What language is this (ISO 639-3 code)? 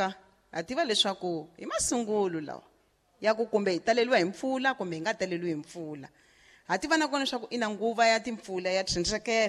tso